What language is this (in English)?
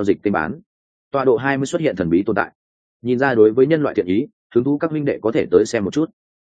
Vietnamese